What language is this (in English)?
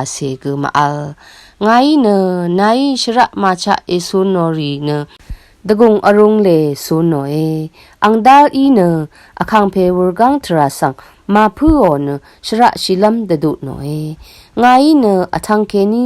Rawang